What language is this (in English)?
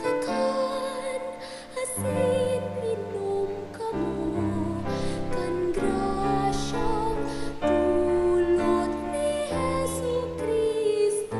Bikol